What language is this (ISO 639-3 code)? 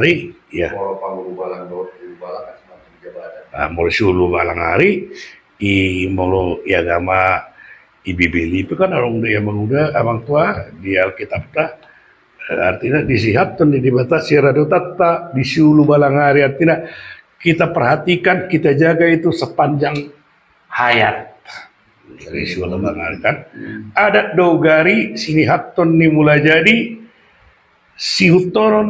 bbc